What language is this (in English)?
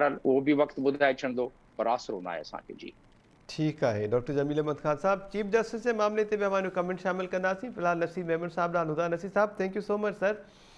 Sindhi